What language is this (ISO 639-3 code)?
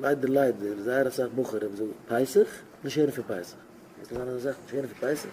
yid